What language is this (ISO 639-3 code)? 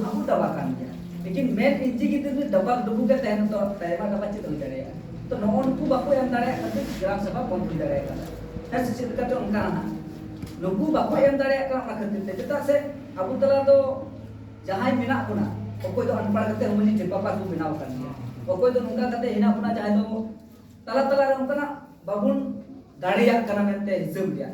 sat